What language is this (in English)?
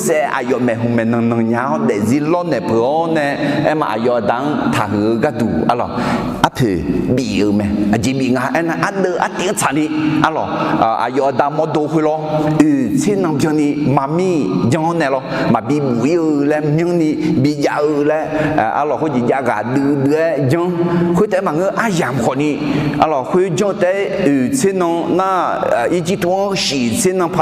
Akha